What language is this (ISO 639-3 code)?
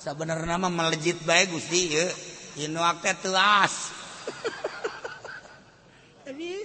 sun